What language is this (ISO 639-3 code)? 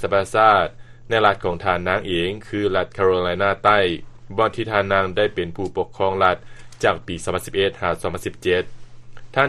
lao